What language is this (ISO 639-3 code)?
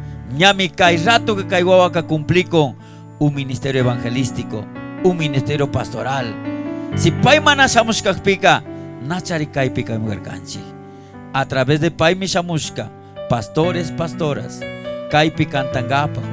qug